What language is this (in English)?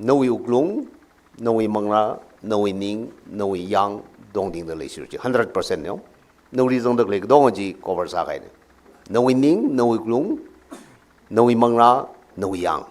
Tangkhul Naga (India)